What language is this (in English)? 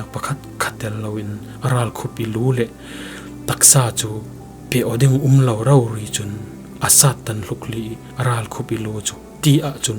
Falam Chin